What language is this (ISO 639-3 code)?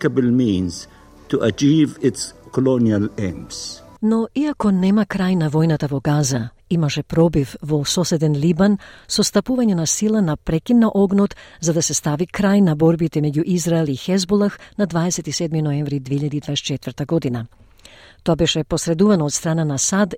mkd